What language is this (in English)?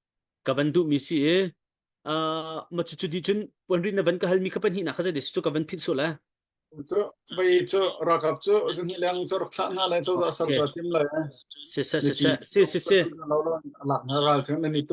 Hakha Chin